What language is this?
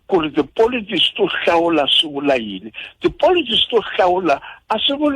Tsonga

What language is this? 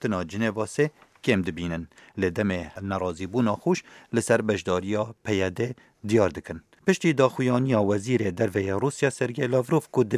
Kurdish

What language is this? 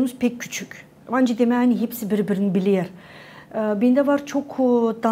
Gagauz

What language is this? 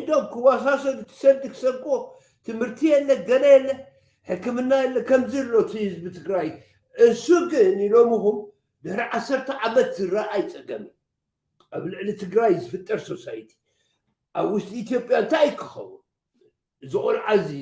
Tigrinya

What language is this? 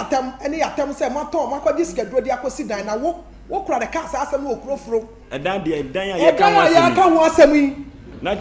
Akan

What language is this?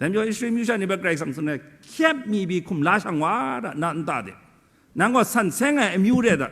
Kachin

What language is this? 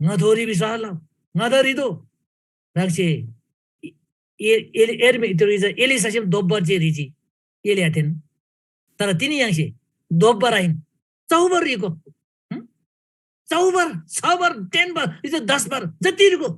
Eastern Tamang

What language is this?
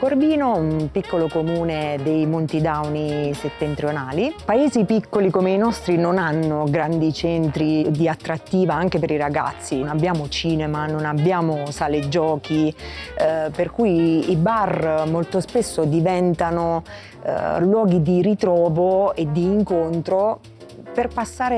Italian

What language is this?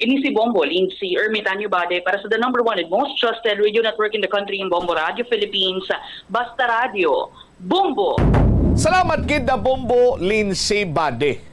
Hiligaynon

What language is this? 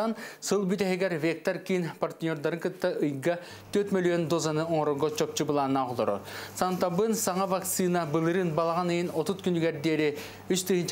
Yakut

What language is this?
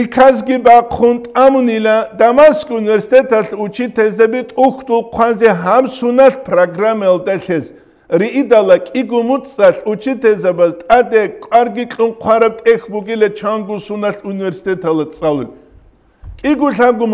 Avaric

